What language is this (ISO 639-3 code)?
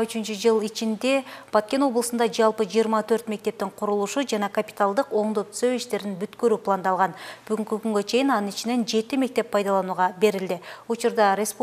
kir